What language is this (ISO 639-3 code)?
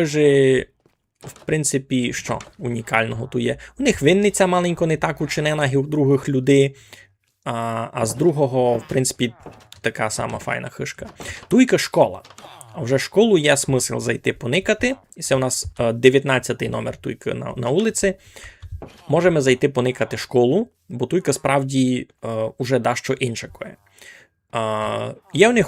rue